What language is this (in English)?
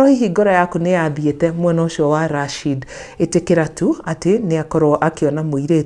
Kikuyu